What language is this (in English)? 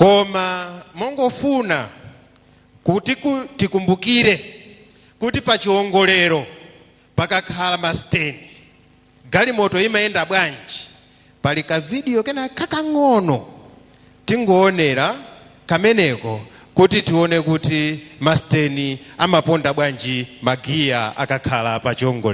Nyanja